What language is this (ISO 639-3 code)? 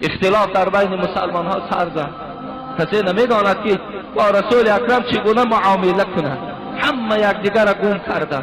tgk